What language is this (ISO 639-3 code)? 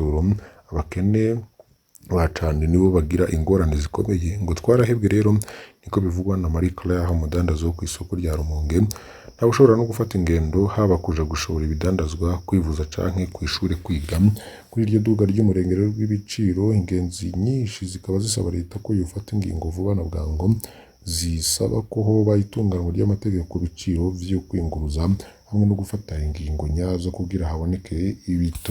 run